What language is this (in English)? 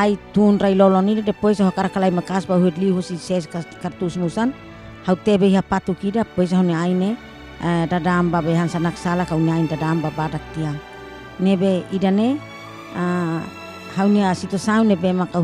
Tetum